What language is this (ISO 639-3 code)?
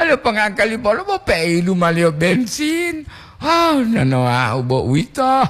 gor